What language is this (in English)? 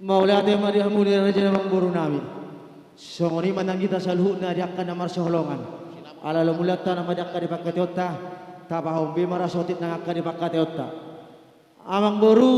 Batak Karo